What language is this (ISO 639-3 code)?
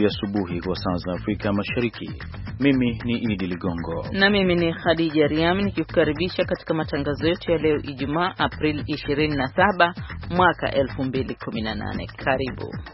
swa